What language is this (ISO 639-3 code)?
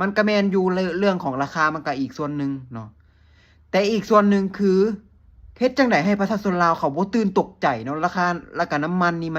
lao